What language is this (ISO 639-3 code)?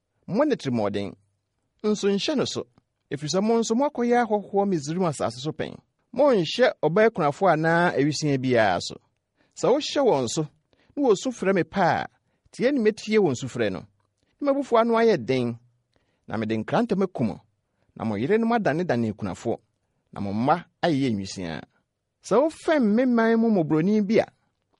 aka